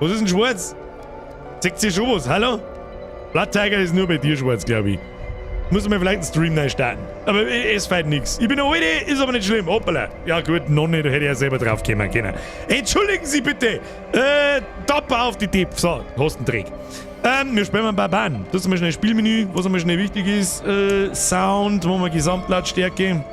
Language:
Bavarian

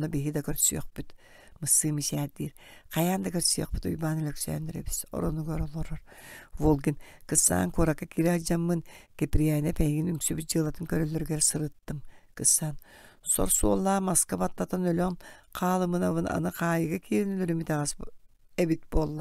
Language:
Yakut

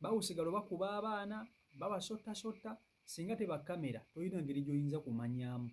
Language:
Ganda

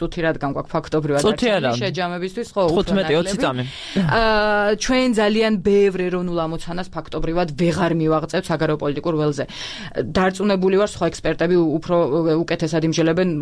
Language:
Georgian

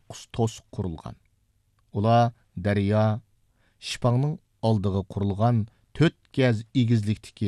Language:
Uyghur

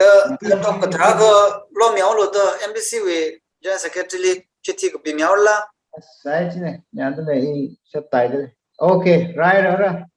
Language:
Tangkhul Naga (India)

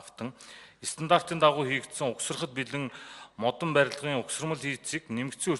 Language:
Mongolian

